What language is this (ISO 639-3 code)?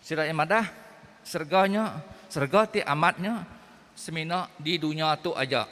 iba